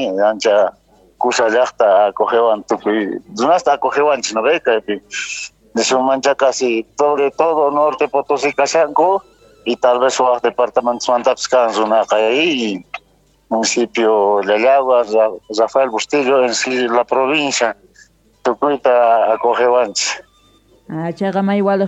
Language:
South Bolivian Quechua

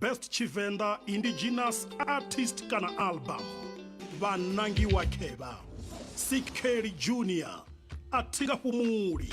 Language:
Venda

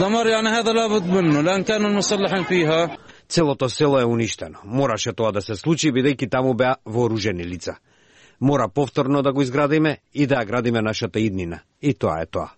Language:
Macedonian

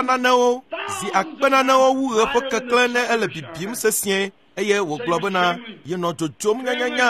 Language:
Ewe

